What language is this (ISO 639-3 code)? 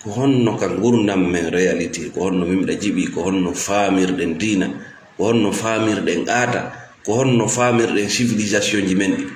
ful